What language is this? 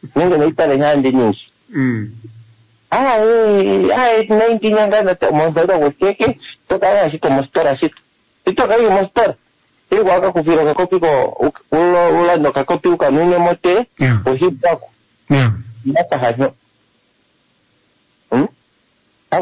Swahili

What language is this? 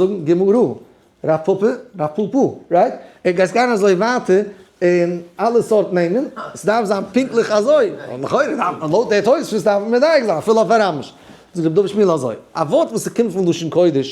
Yiddish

